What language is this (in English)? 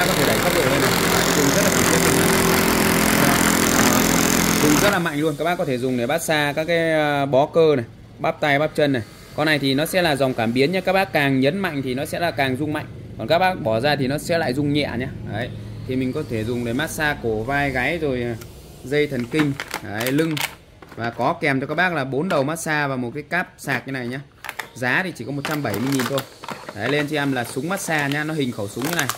Vietnamese